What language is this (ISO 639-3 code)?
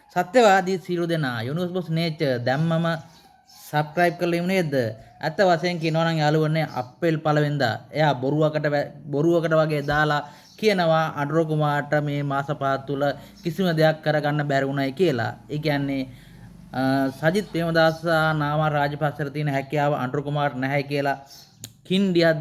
sin